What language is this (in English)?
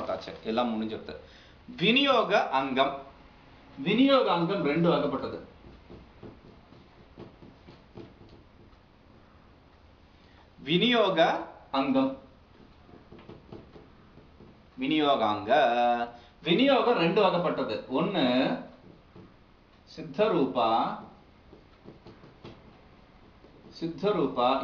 Tamil